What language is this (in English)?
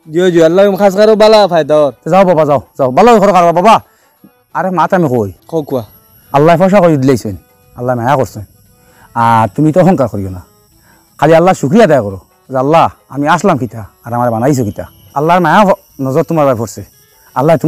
Sylheti